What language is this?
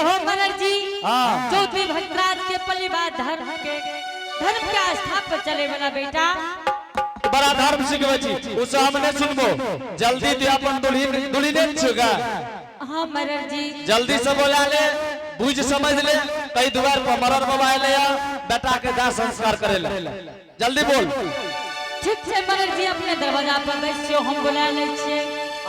Angika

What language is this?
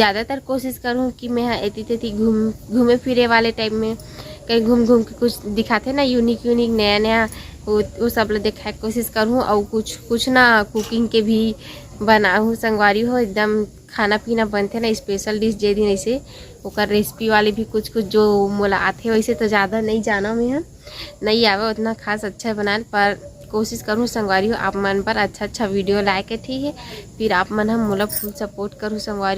Chhattisgarhi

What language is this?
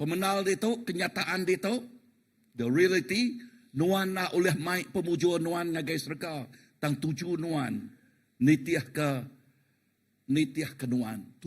Iban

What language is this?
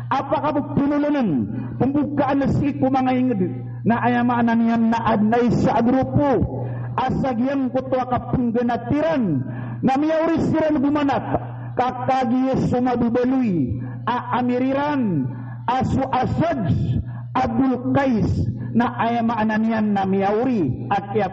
Maranao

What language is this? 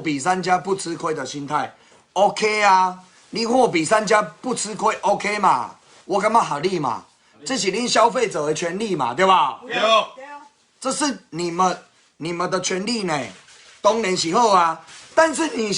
Min Nan Chinese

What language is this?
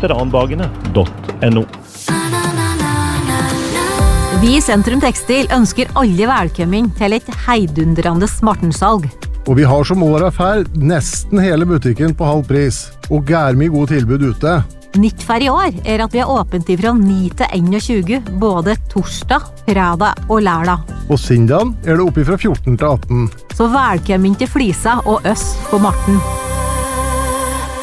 Norwegian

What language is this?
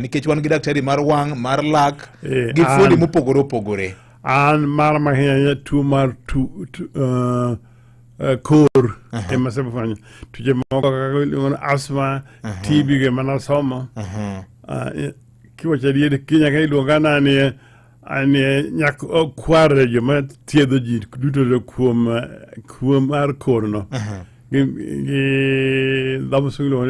Luo (Kenya and Tanzania)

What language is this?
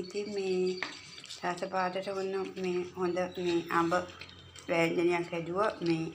Sinhala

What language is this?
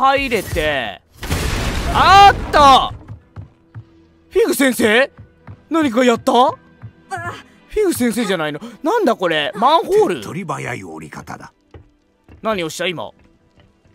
Japanese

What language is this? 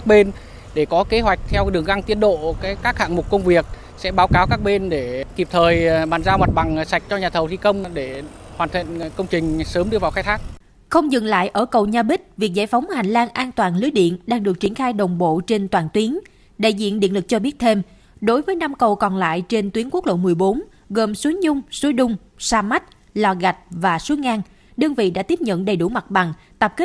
Vietnamese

